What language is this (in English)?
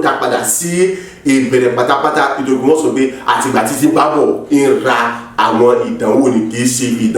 Yoruba